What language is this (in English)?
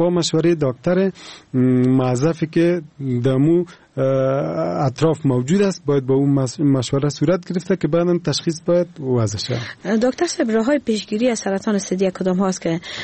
Persian